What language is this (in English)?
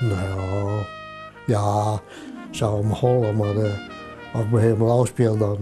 Western Frisian